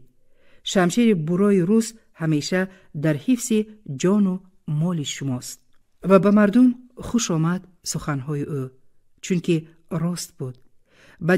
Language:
Tajik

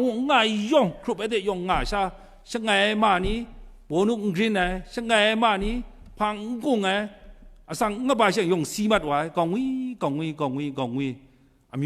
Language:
Kachin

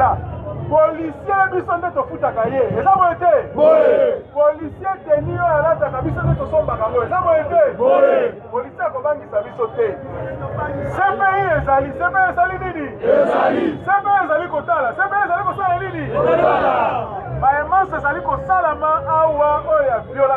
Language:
Lingala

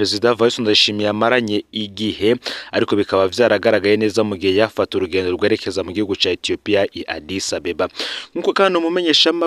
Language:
Rundi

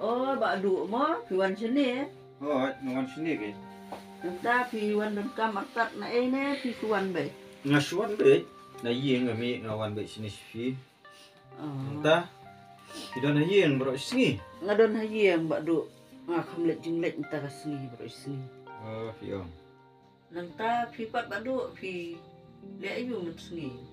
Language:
Khasi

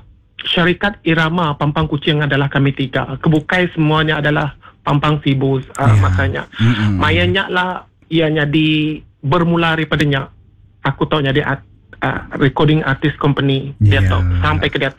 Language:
Iban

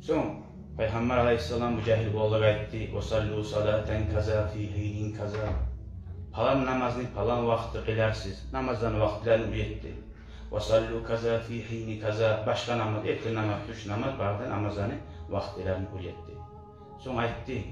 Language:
Kumyk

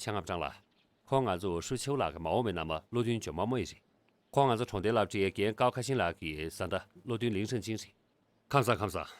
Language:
Tibetan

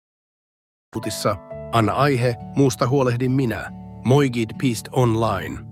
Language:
Finnish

